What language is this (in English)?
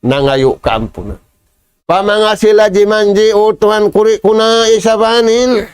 Tausug